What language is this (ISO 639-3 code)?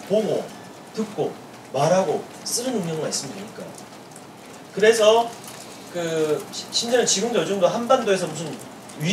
kor